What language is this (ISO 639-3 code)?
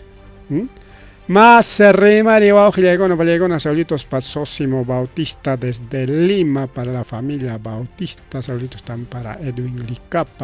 quy